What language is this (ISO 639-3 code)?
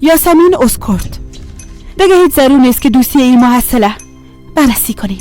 fas